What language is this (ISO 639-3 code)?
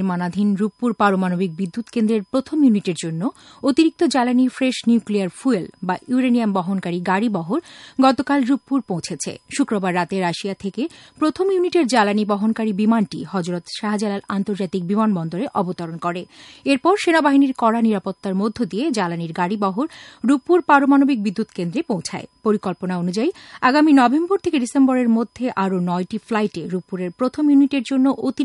ben